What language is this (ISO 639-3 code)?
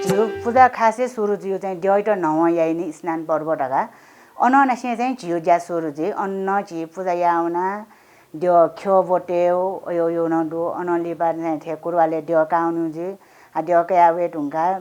new